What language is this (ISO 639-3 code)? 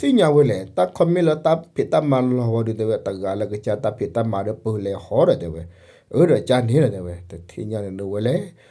ksw